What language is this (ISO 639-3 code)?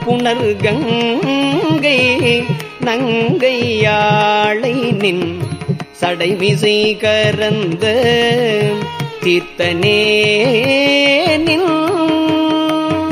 tam